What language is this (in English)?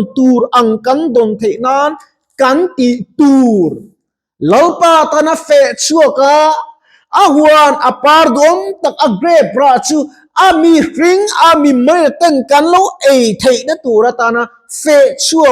Mizo